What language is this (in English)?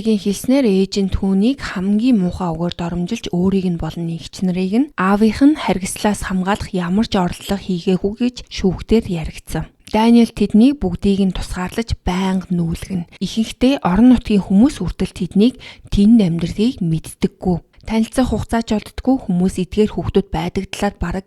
Mongolian